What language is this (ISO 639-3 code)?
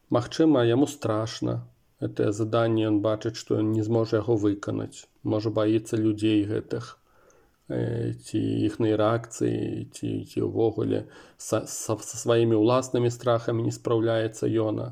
bel